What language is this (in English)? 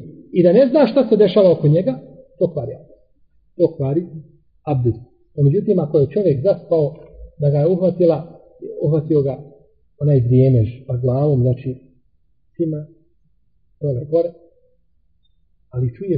Bosnian